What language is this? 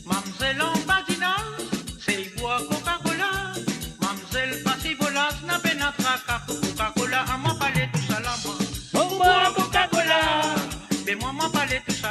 Morisyen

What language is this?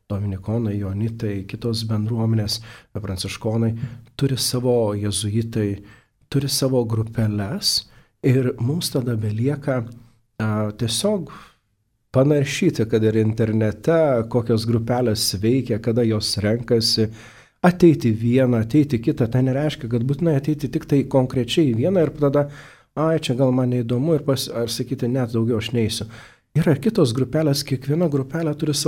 Lithuanian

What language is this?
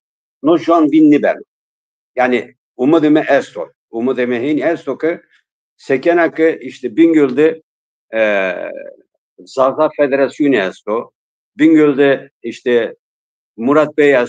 Zaza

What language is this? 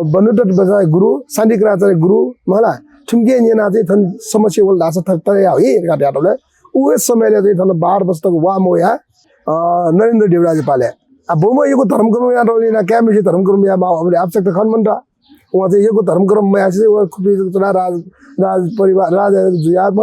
Newari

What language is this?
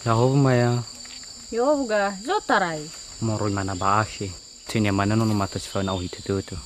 Nias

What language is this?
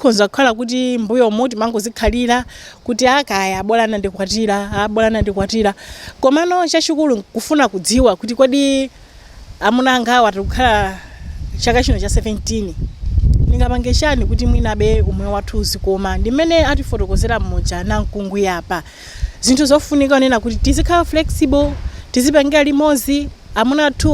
Nyanja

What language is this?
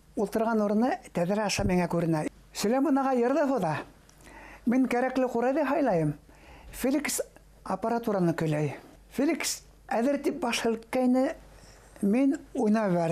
Bashkir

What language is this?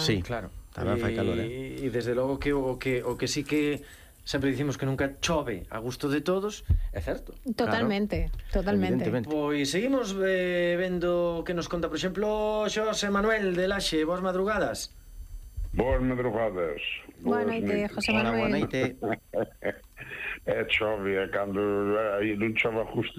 Galician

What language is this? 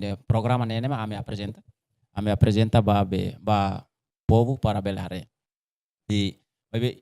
Tetum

